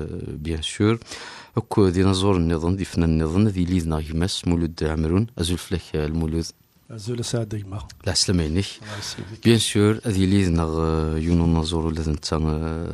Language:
Kabyle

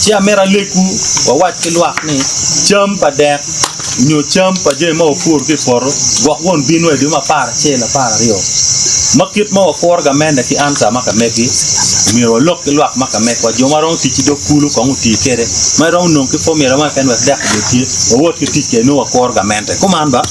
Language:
Acoli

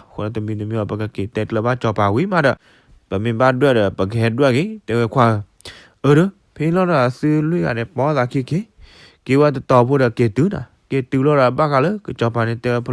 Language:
S'gaw Karen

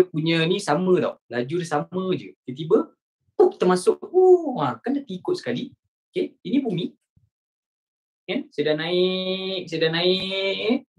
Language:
Malay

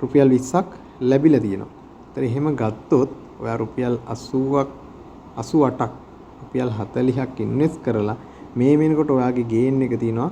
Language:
Sinhala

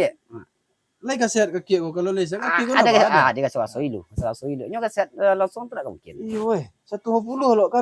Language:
Minangkabau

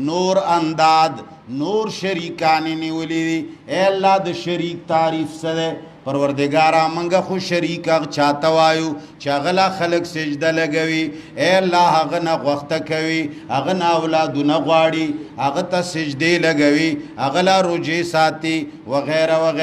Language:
Pashto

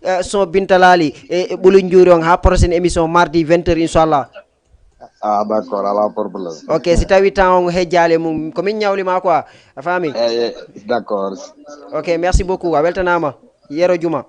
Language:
Fula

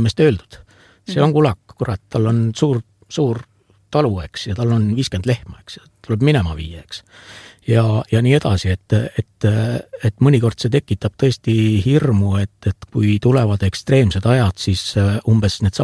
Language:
Estonian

